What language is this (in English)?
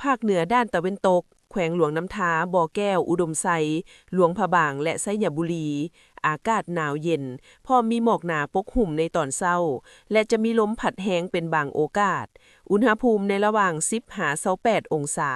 Lao